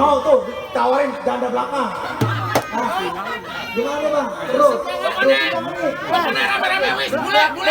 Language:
Betawi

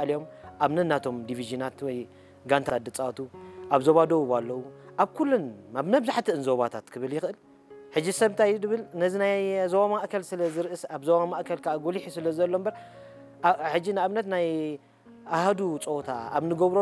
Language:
Tigrinya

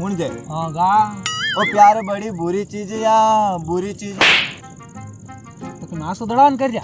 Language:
Rajasthani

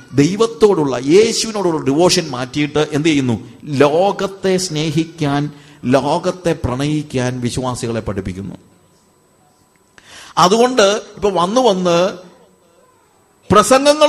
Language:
Malayalam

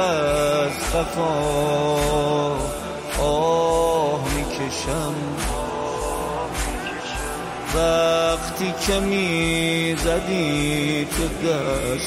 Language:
Persian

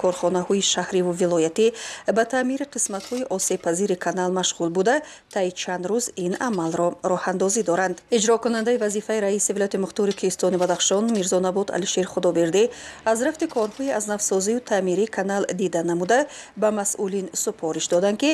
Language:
Tajik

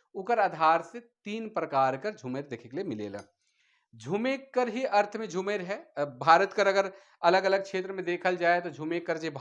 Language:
Sadri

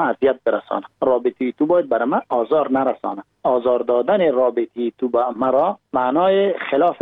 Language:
Persian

